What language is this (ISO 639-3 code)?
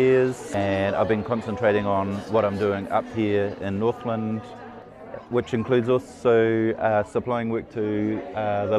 mri